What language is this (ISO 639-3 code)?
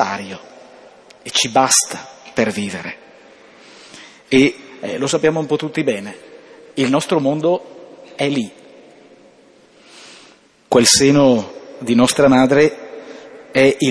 ita